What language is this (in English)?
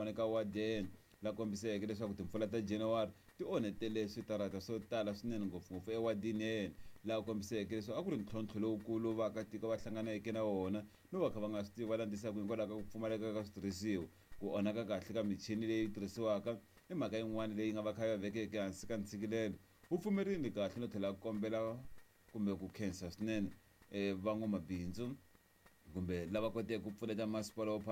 Tsonga